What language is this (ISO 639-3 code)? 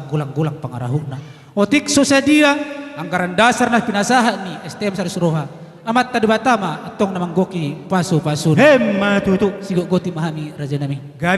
bbc